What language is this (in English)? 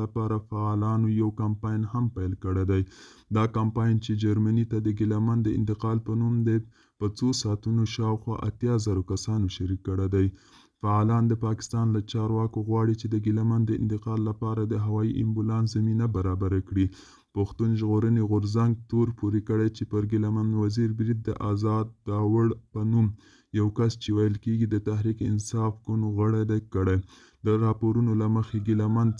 Pashto